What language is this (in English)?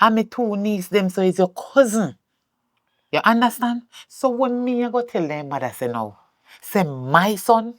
Jamaican Creole English